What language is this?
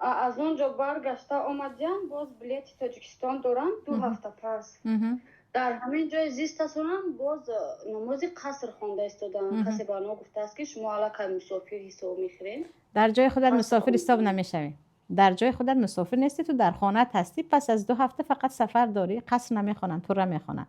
Tajik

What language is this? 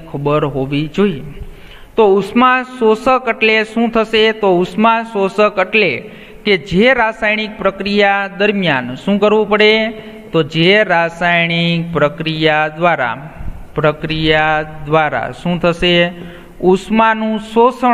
Gujarati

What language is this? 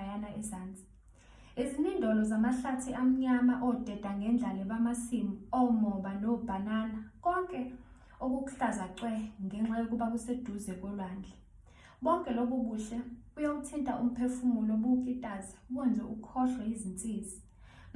Zulu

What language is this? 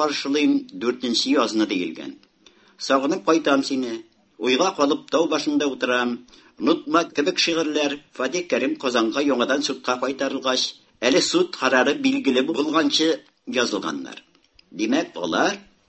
Tatar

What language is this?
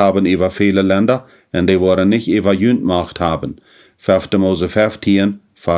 Plautdietsch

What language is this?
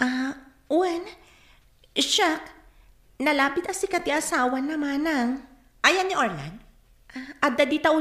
Iloko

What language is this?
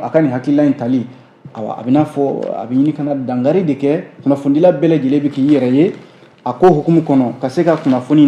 Bambara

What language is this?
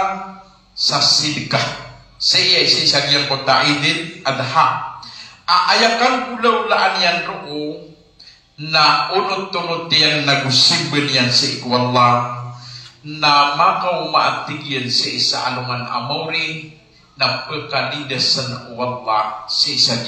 Maranao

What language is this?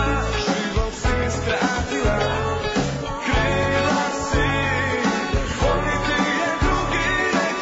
Croatian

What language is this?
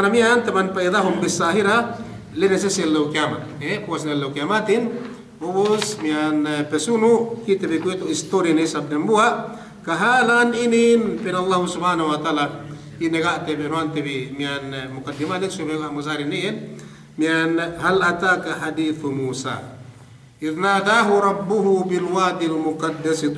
Yakan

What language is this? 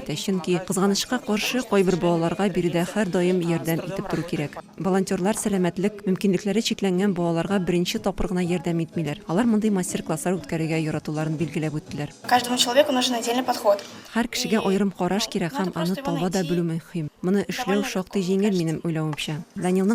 Tatar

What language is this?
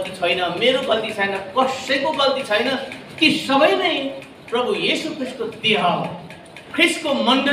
Nepali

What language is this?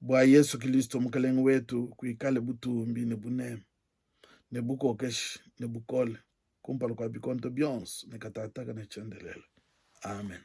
Luba-Lulua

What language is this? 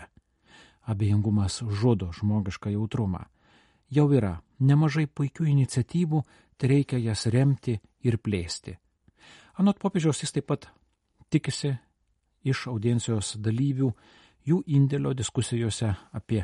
Lithuanian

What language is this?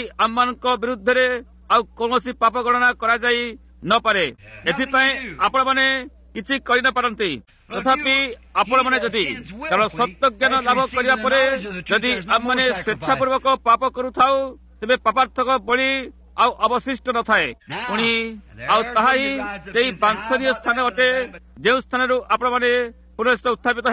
Odia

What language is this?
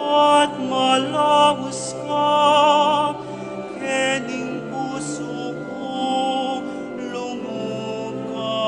Pampanga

